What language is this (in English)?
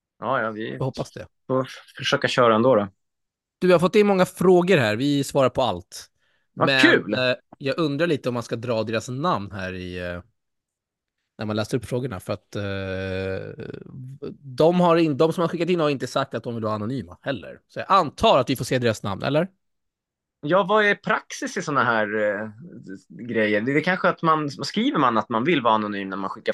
Swedish